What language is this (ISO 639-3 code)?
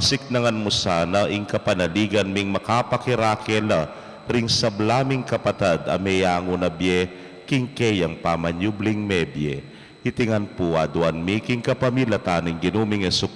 pam